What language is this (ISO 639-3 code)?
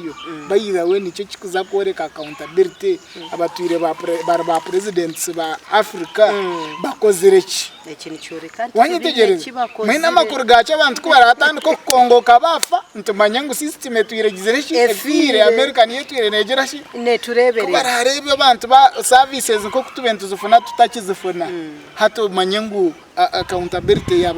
nyn